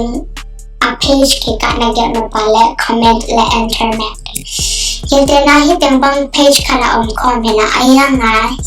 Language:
Tedim Chin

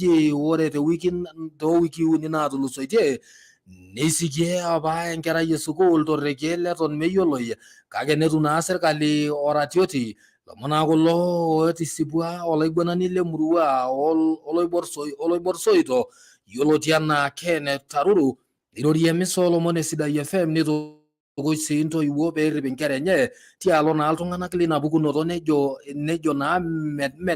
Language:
Masai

